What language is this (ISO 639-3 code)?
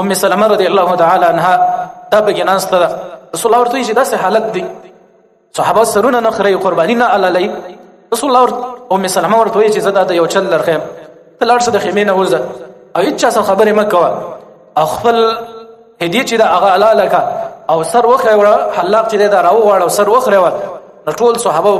pus